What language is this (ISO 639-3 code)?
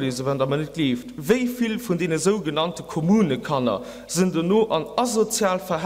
ltz